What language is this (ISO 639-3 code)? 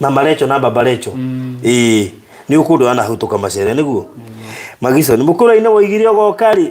kik